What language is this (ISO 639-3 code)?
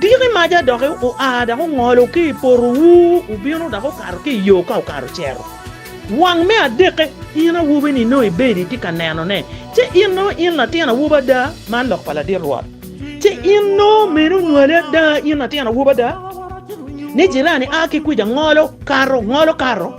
ach